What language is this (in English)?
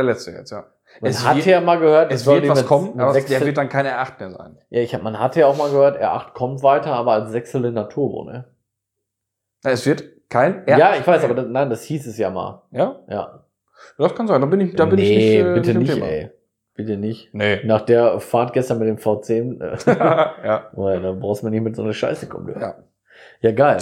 German